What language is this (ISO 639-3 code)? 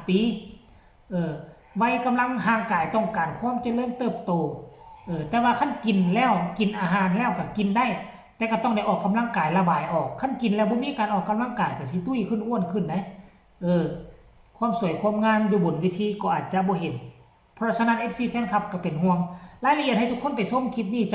tts